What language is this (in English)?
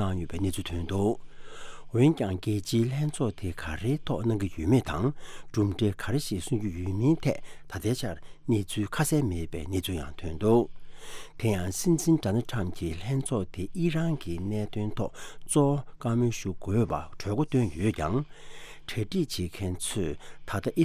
Tibetan